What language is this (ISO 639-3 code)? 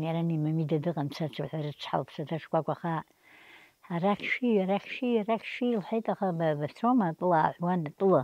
abk